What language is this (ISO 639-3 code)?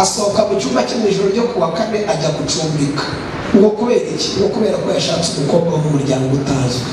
kin